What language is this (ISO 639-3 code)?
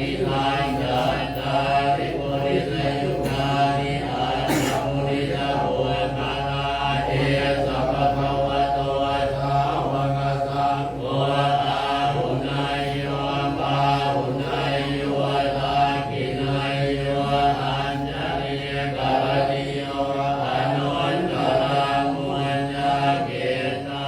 pli